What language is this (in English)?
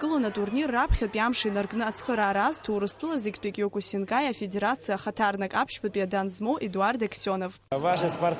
Abkhazian